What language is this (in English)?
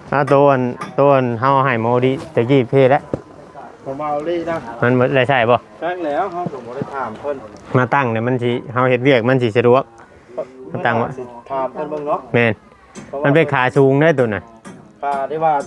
Northeastern Thai